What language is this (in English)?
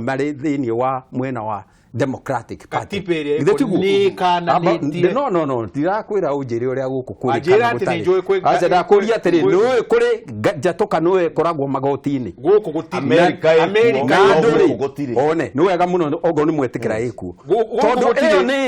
Kikuyu